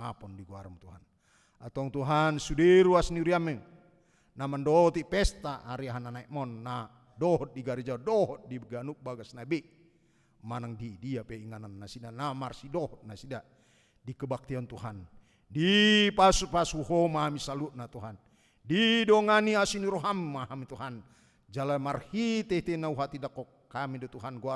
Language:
Batak Toba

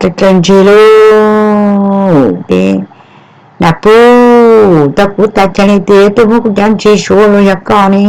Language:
Hmong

